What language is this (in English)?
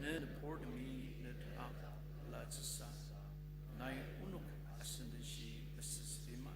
Ao Naga